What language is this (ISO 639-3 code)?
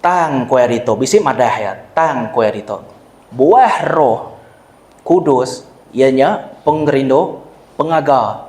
iba